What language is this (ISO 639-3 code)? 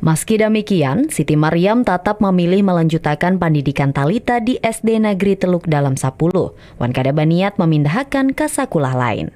bjn